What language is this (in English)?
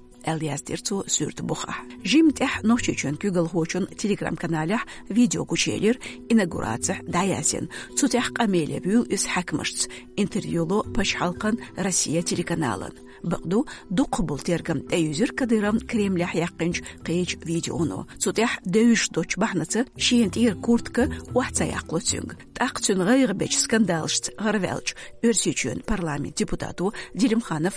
Chechen